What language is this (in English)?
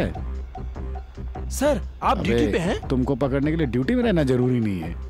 Hindi